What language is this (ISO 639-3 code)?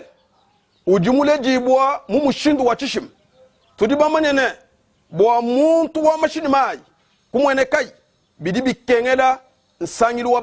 lua